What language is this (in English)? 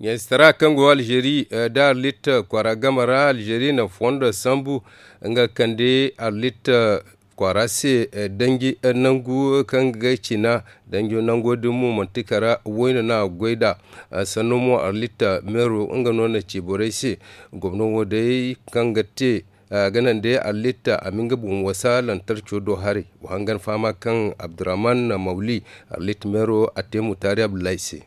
Zarma